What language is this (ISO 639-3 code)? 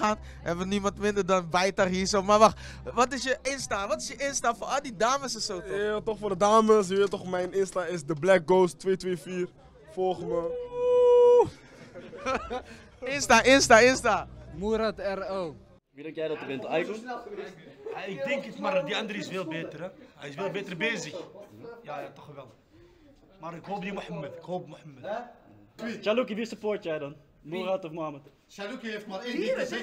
nld